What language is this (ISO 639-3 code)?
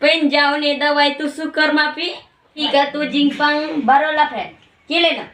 kha